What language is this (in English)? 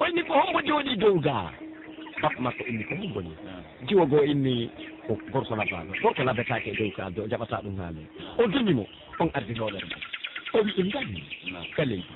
Pular